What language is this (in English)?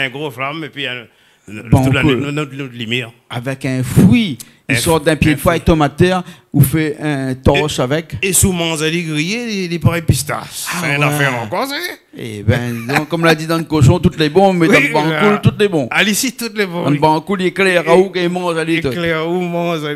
Réunion Creole French